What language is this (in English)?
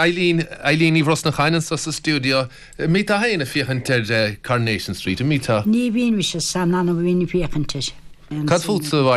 Irish